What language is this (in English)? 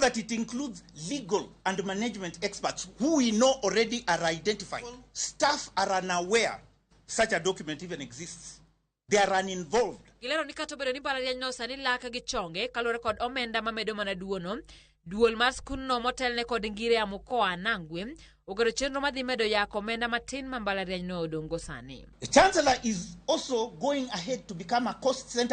Luo (Kenya and Tanzania)